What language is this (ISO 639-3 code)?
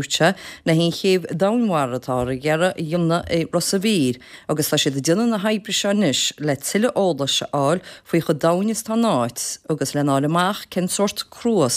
gle